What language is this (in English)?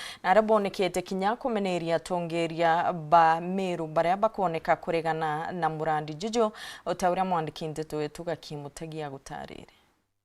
Meru